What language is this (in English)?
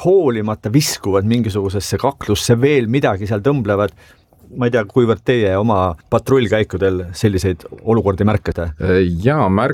Estonian